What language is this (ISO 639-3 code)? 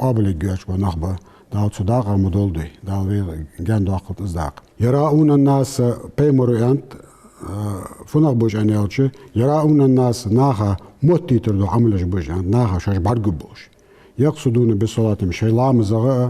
inh